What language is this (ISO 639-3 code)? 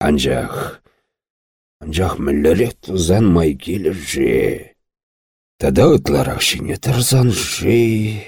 chv